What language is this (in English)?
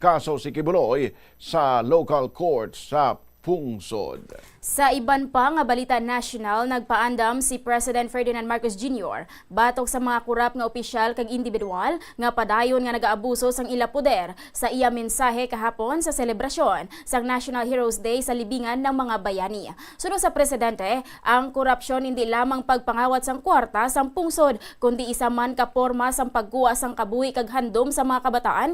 Hiligaynon